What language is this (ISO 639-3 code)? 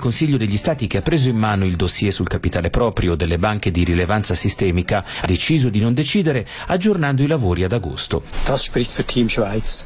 ita